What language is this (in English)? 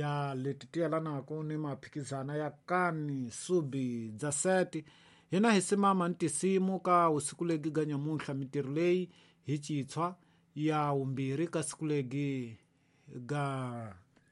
Tsonga